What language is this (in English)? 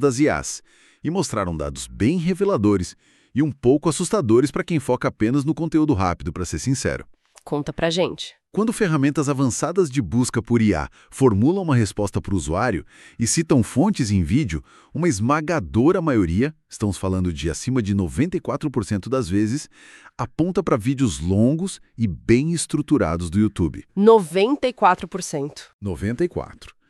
Portuguese